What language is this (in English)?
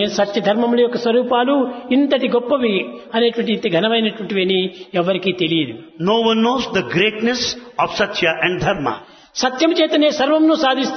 Telugu